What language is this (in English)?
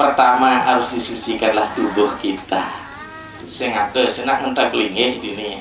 Balinese